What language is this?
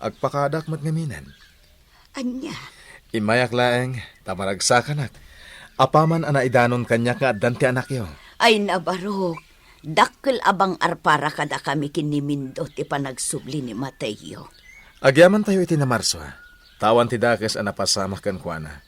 Iloko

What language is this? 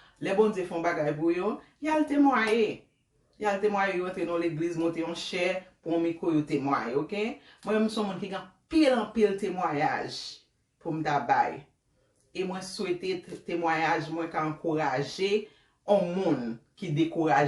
Haitian Creole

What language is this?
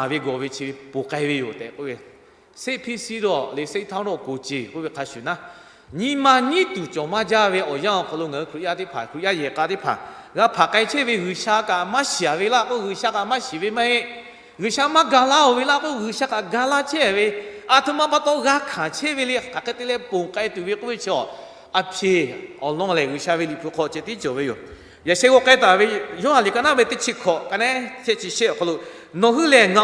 Lahu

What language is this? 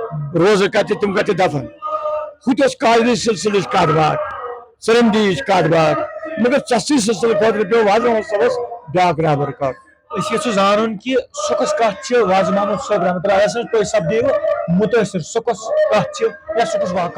Kashmiri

